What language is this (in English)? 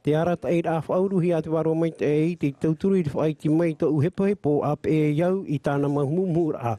Tahitian